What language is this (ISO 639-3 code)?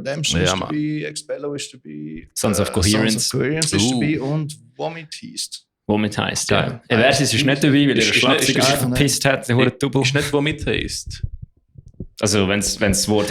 gsw